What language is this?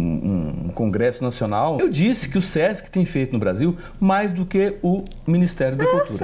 Portuguese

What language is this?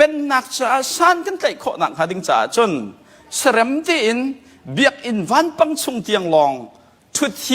Hakha Chin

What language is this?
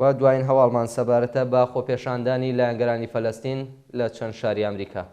Central Kurdish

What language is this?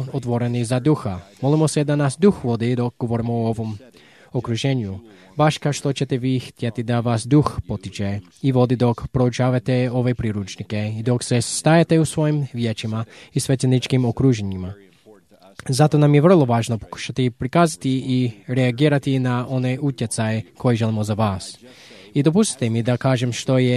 Croatian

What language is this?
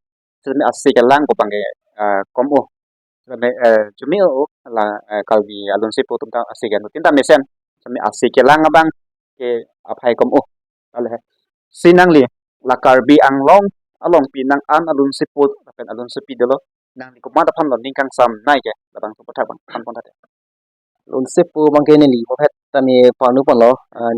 Karbi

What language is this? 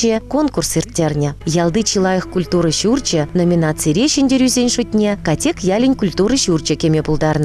Chuvash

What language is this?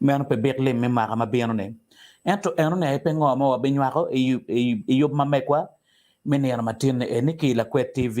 Acoli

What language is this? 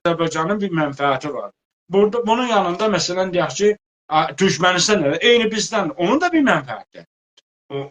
South Azerbaijani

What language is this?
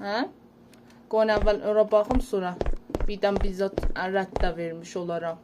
South Azerbaijani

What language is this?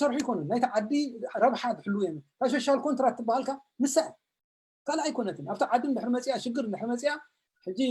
Tigrinya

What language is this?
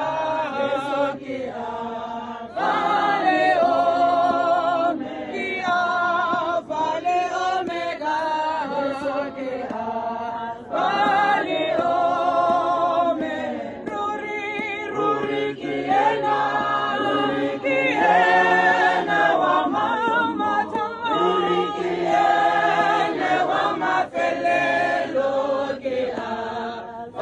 Tswana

